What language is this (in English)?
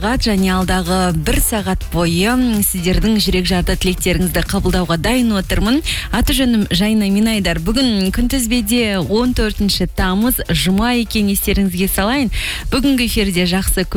Kazakh